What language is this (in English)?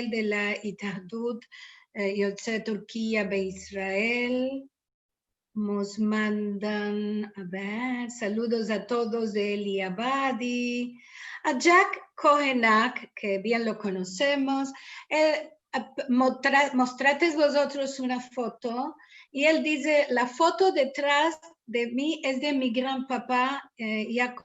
Ladino